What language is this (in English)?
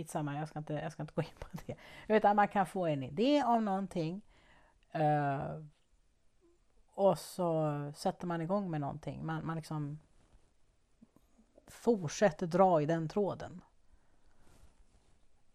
Swedish